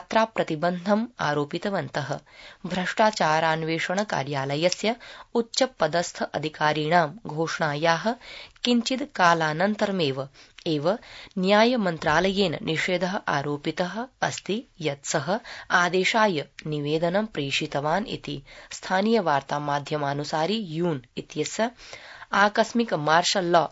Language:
Sanskrit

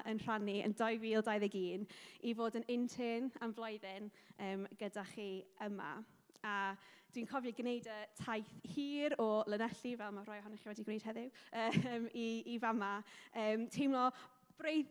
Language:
Welsh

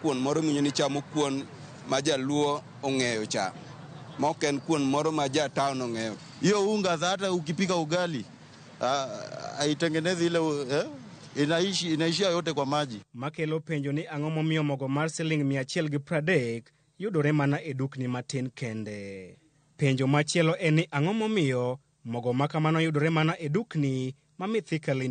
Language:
Luo (Kenya and Tanzania)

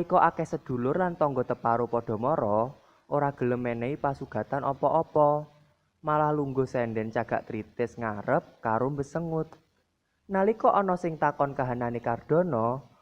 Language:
Javanese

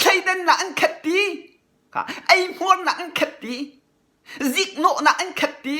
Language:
Hakha Chin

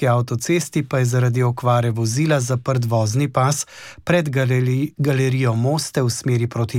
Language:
Slovenian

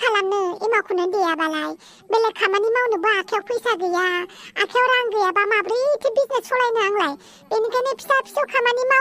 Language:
Bodo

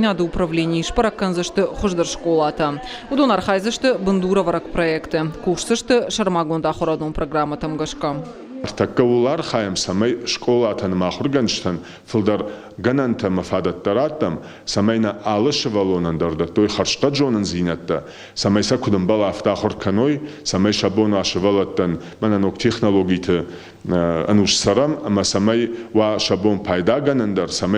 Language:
Ossetic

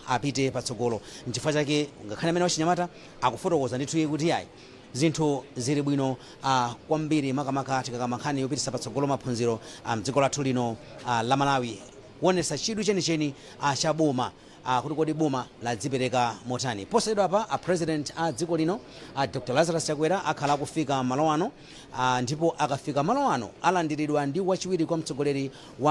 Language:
Nyanja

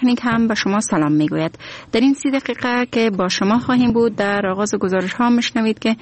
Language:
Persian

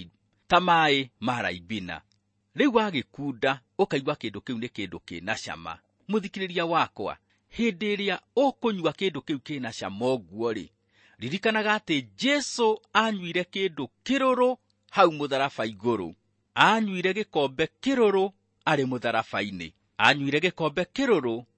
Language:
Kikuyu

